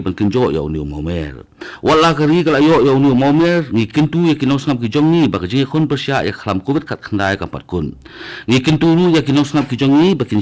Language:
Khasi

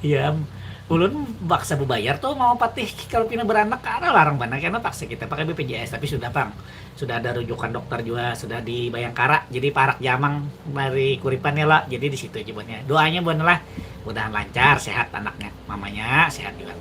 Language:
Banjar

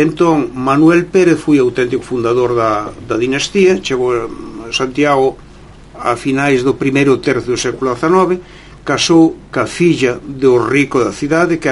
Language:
Galician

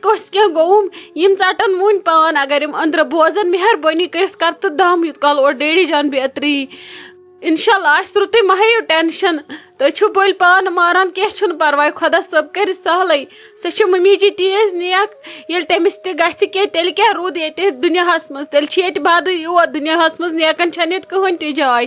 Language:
Kashmiri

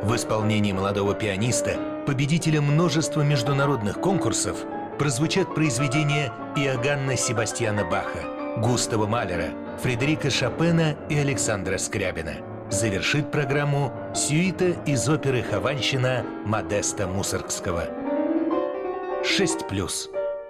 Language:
Russian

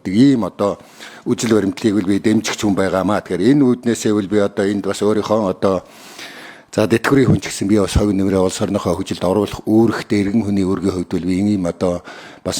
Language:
Mongolian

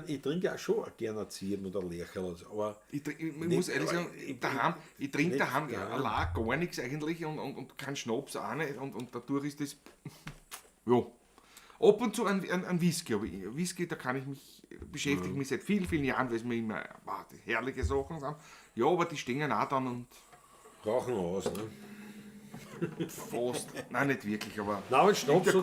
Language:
Bavarian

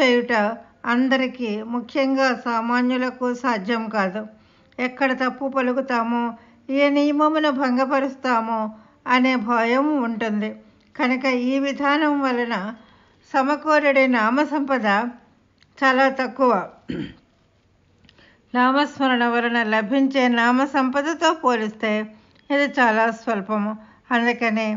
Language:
Telugu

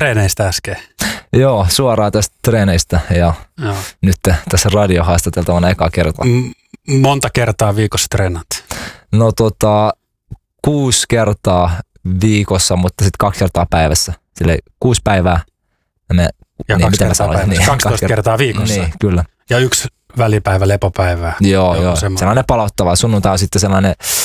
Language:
Finnish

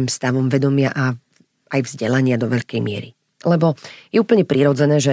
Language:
Slovak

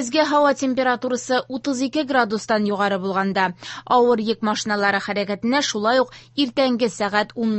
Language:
Tatar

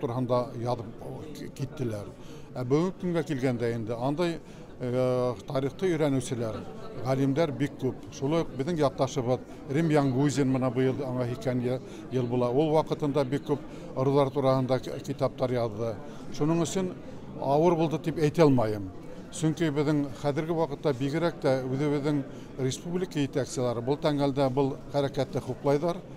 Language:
Bashkir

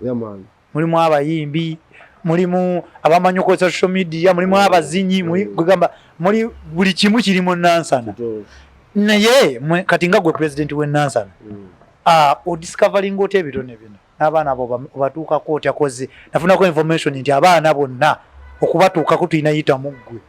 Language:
Ganda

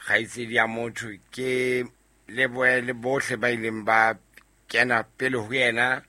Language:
Southern Sotho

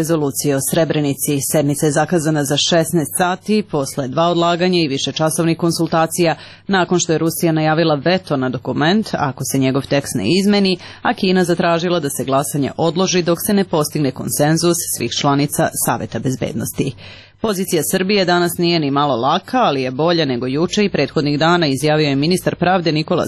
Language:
Serbian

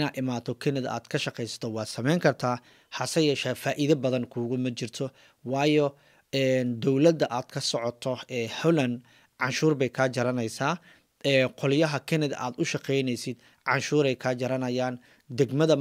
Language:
Somali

